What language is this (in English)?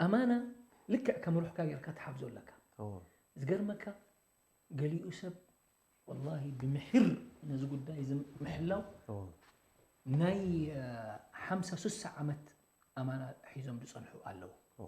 Tigrinya